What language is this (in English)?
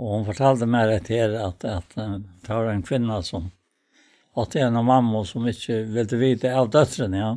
Faroese